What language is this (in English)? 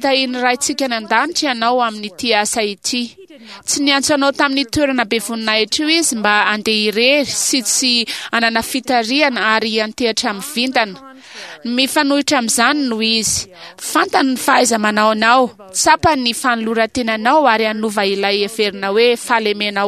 Malagasy